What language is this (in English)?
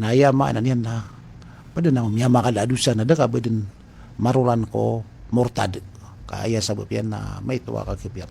Maranao